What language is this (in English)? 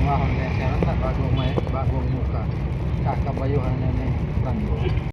Bikol